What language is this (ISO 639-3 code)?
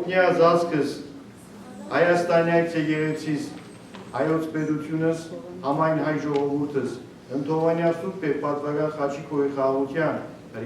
hyw